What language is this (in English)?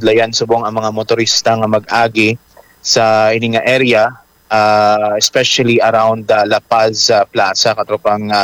Hiligaynon